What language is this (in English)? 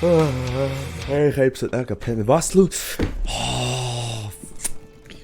Swiss German